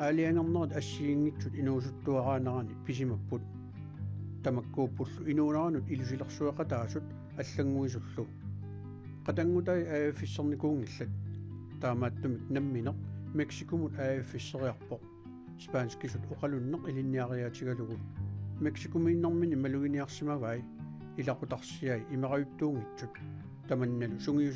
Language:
Kalaallisut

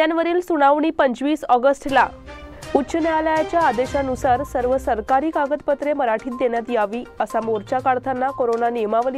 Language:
Marathi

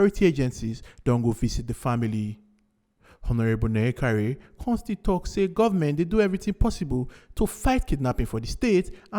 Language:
Nigerian Pidgin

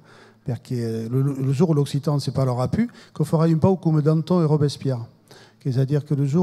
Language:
Occitan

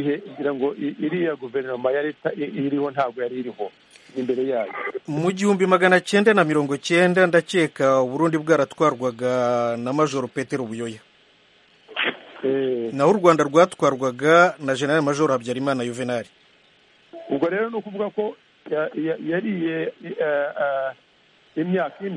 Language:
Kinyarwanda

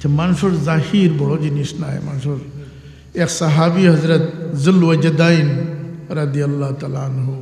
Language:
Sylheti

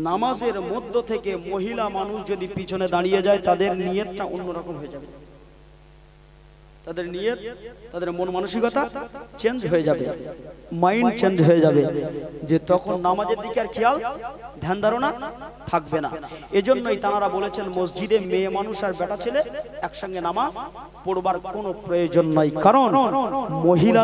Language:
Bangla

